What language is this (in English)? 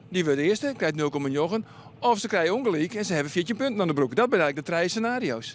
Western Frisian